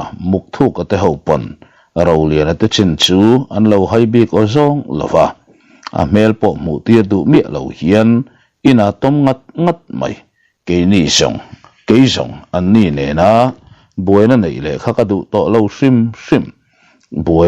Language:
Mizo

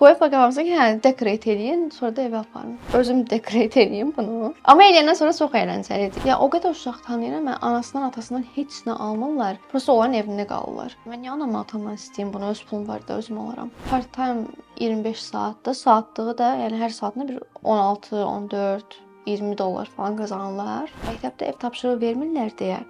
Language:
Azerbaijani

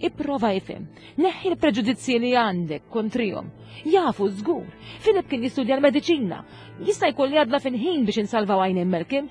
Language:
Maltese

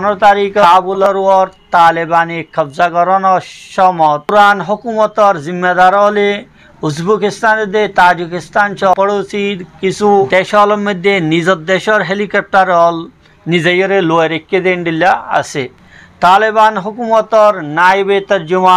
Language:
Rohingya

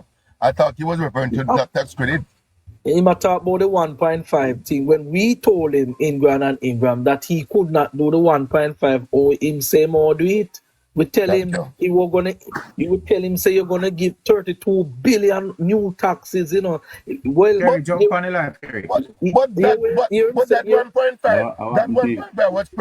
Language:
Jamaican Creole English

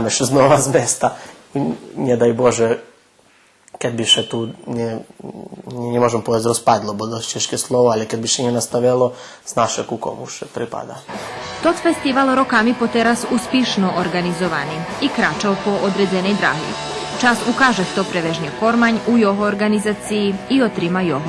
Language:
Rusyn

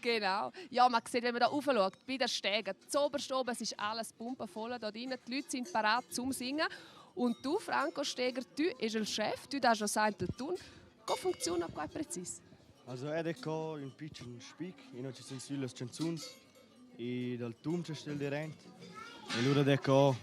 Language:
Romansh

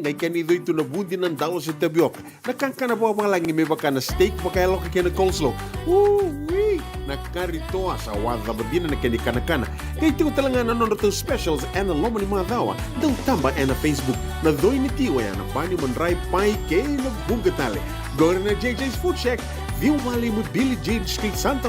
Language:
Fijian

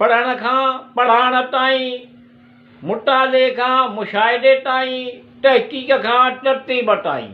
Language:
Sindhi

